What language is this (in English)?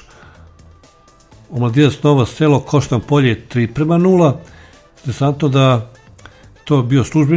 Serbian